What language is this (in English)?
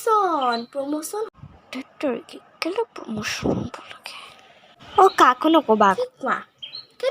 Assamese